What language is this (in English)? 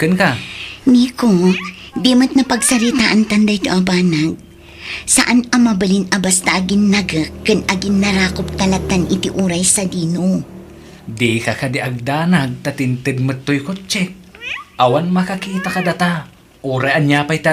Iloko